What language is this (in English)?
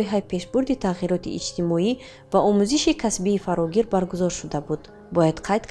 Tajik